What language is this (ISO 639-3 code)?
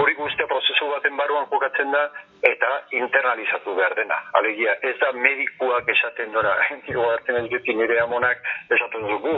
eus